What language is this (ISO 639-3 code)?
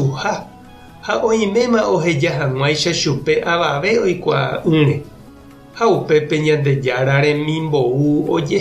grn